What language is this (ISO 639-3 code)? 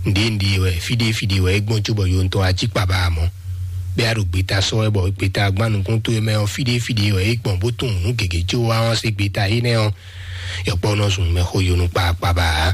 fon